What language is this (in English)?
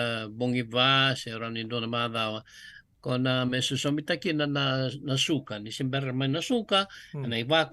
Fijian